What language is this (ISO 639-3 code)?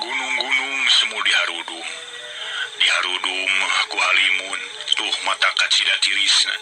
sun